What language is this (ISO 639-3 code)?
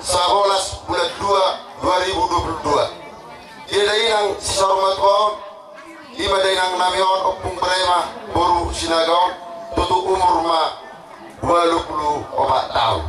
bbc